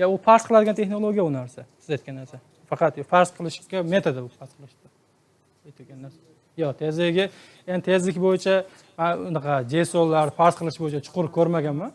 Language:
Uzbek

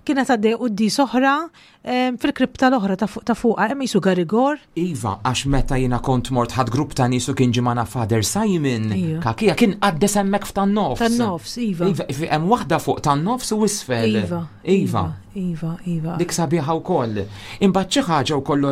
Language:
Maltese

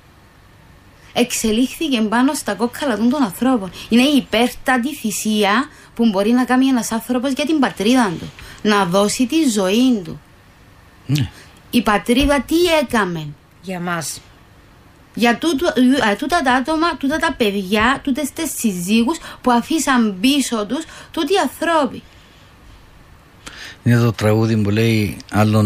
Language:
Greek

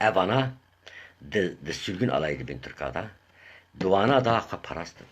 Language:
Kurdish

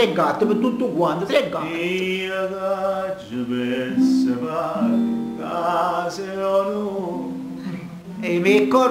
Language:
Neapolitan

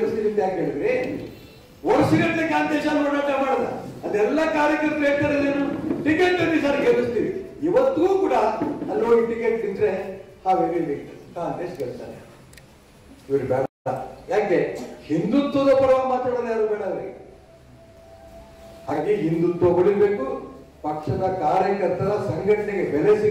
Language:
Kannada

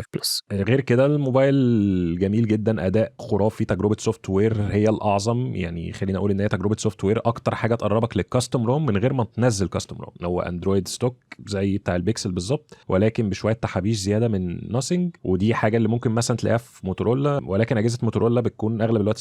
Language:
Egyptian Arabic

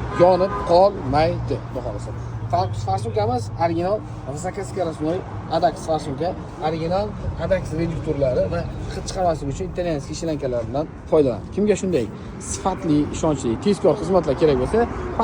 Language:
Uzbek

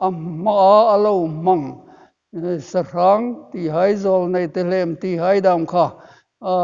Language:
Hmar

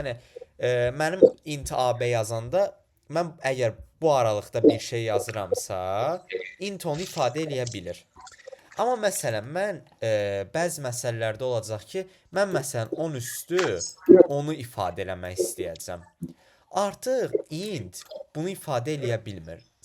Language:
Azerbaijani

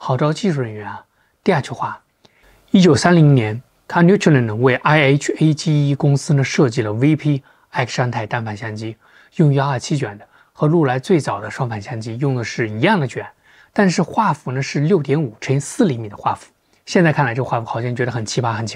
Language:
Chinese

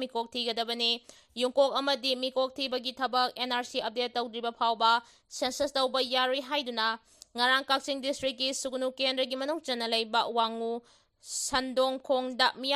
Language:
Manipuri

